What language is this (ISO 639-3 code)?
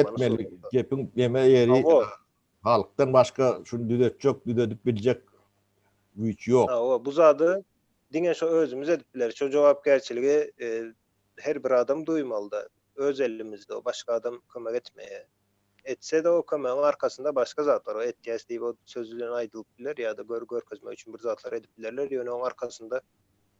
tuk